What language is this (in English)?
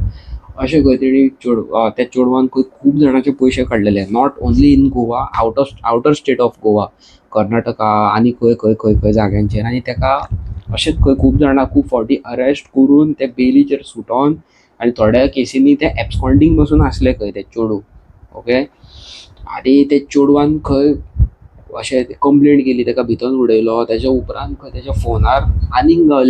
Konkani